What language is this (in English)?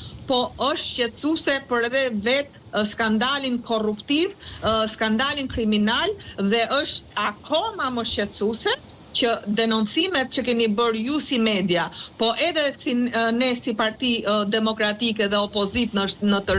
Albanian